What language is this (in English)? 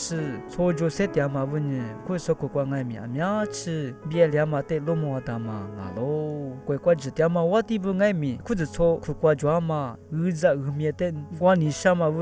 Lisu